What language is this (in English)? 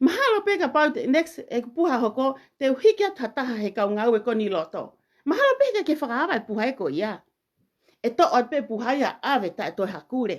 Tongan